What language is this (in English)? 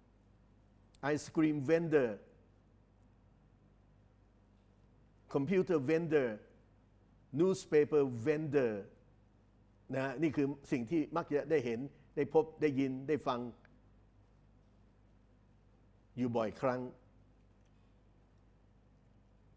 Thai